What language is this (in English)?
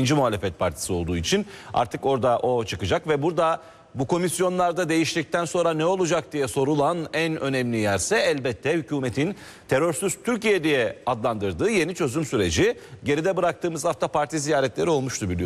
Turkish